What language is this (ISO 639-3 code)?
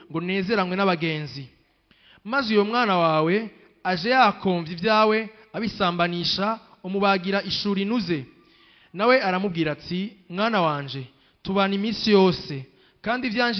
run